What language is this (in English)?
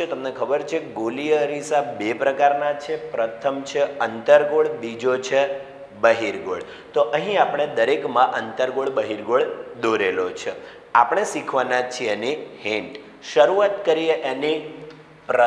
Gujarati